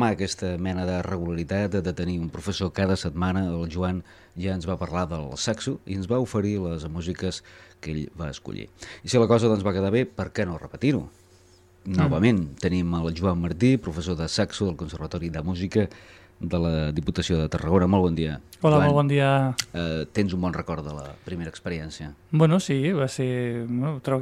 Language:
Catalan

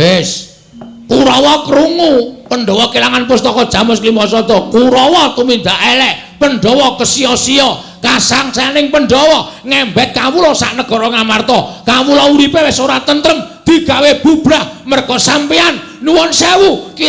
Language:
Javanese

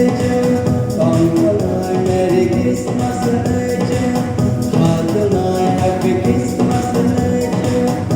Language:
Kok Borok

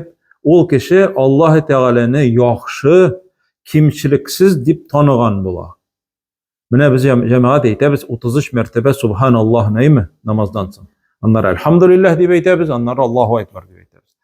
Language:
Tatar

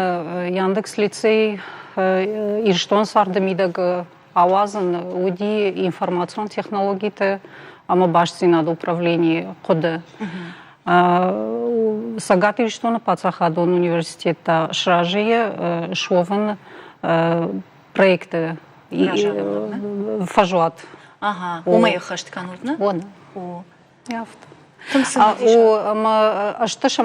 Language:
Ossetic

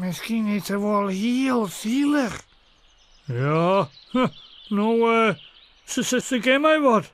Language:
Western Frisian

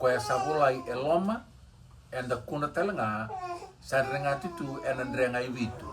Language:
Fijian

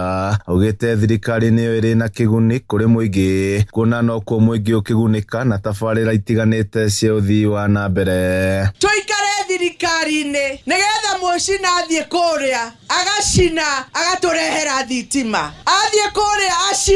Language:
Kikuyu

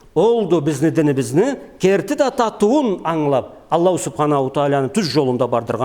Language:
Karachay-Balkar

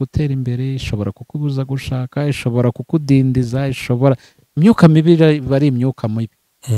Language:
Kinyarwanda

